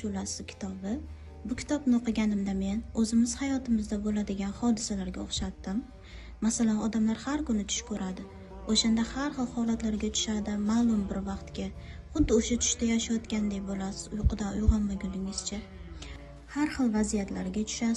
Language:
Uzbek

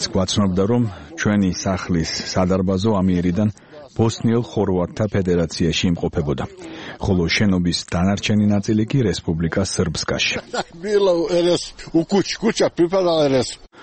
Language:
Georgian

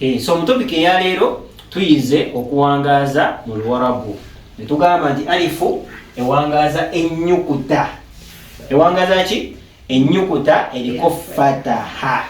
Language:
Ganda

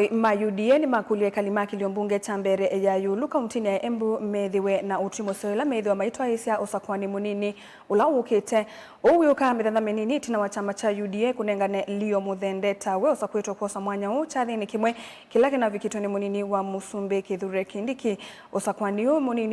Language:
Kamba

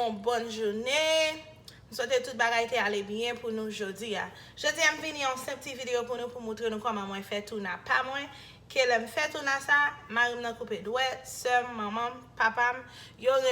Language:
Haitian Creole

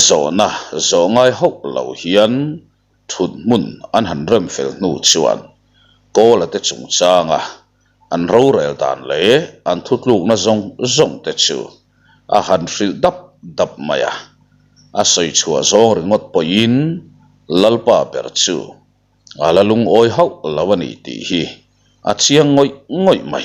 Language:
Mizo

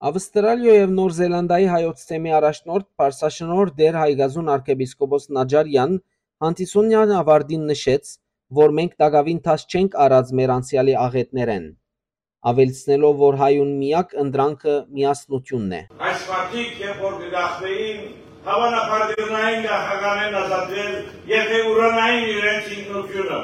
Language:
Western Armenian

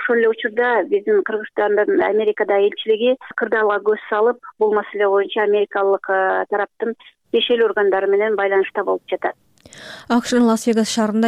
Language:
Kyrgyz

